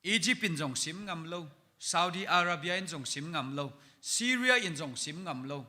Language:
Tedim Chin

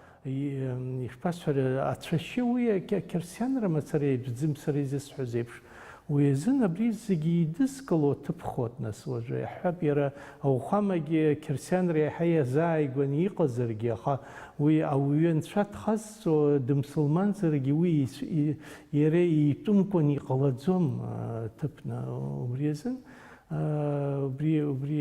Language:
Abkhazian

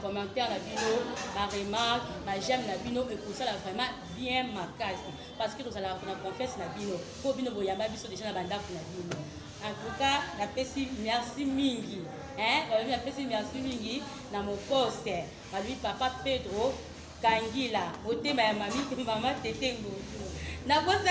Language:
Lingala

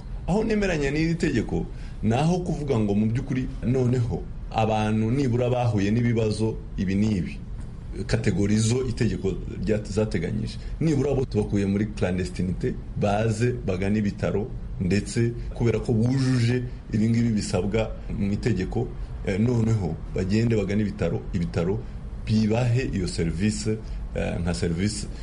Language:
Kinyarwanda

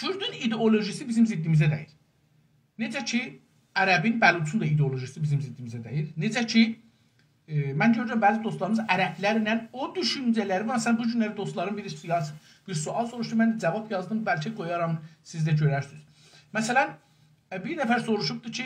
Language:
South Azerbaijani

